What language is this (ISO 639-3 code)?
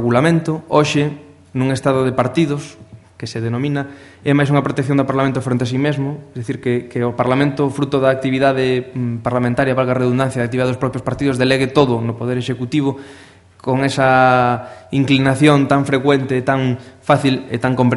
glg